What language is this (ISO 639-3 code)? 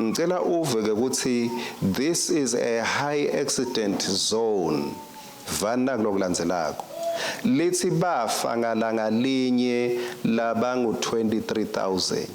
ssw